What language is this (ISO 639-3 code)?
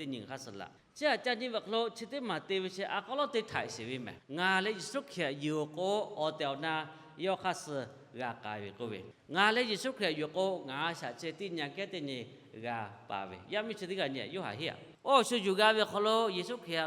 lhu